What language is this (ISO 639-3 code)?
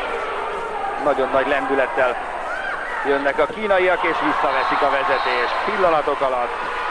hun